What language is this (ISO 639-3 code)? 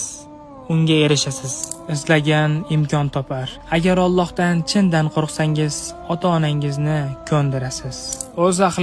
uzb